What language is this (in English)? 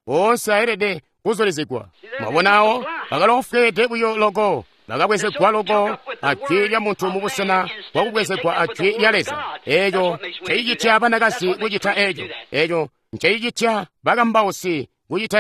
Tonga (Zambia)